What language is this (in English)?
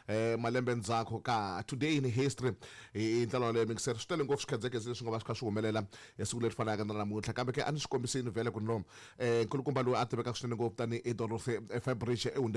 Tsonga